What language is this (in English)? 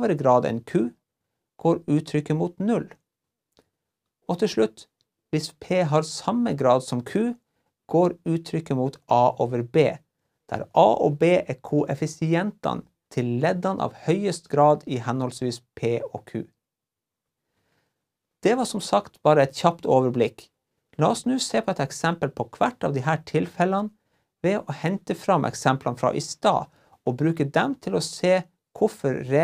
Norwegian